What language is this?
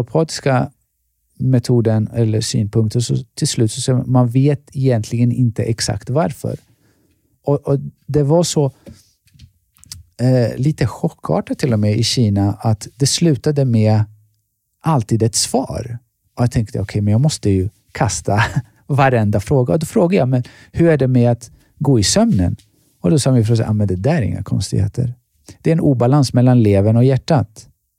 Swedish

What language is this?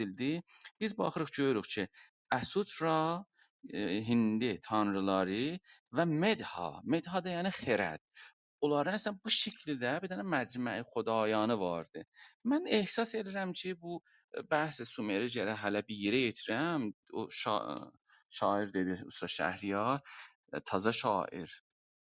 South Azerbaijani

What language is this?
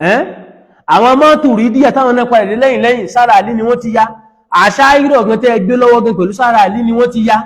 Yoruba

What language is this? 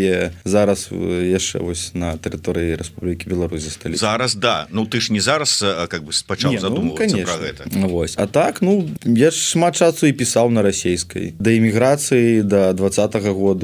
Belarusian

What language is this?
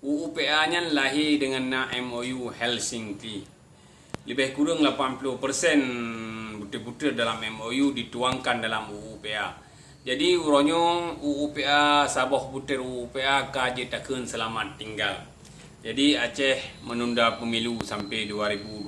Achinese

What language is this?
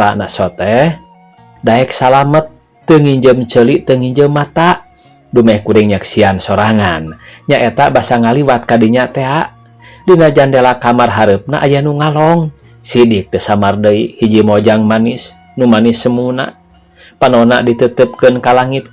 Sundanese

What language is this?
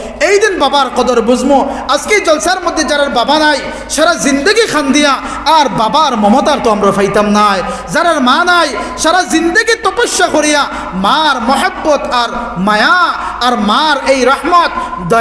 Sylheti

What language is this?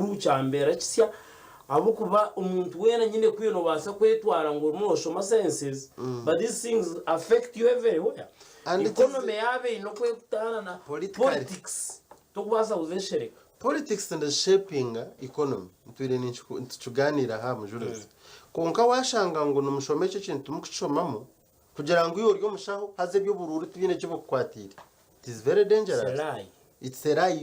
Nyankole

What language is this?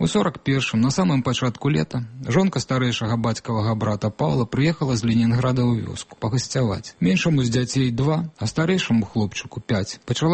Belarusian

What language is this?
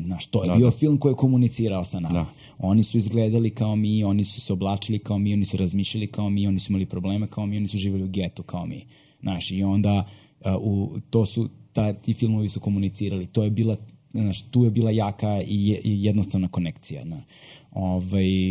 Serbian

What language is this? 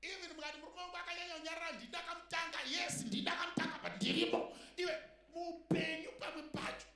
Shona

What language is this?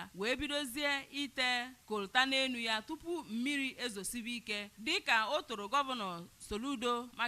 Igbo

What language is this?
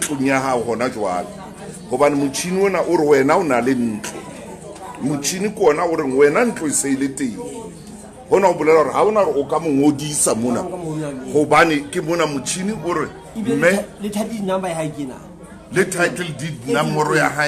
Southern Sotho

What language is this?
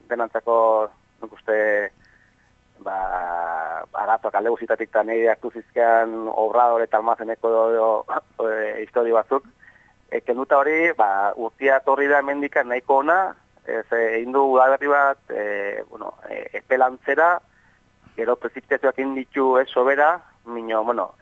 Basque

